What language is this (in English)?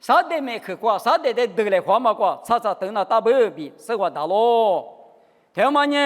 Lisu